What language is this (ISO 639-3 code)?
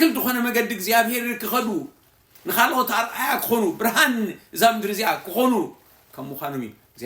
tir